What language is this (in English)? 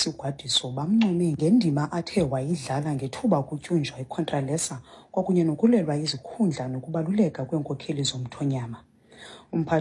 Xhosa